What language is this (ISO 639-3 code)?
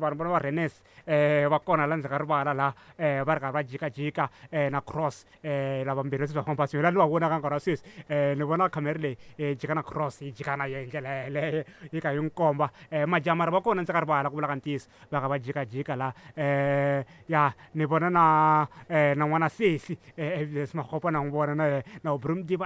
tso